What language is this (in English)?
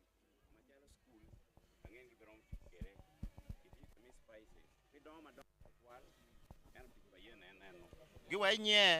Acoli